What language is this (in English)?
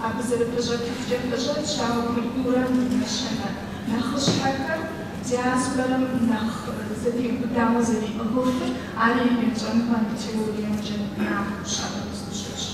Kabardian